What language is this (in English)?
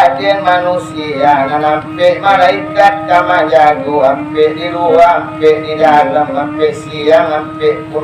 Minangkabau